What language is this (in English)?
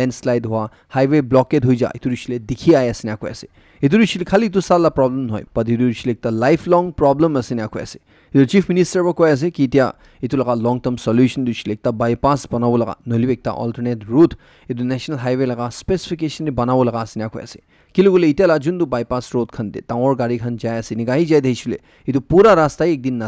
Naga Pidgin